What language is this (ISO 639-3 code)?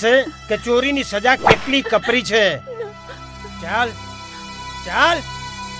guj